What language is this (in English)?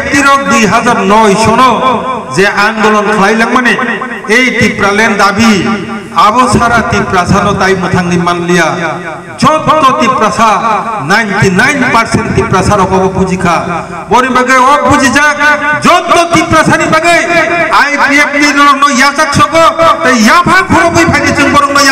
Kok Borok